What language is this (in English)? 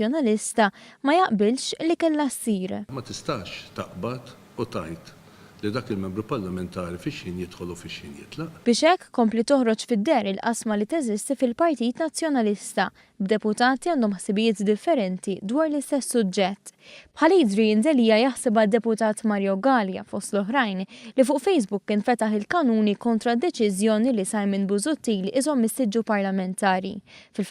Maltese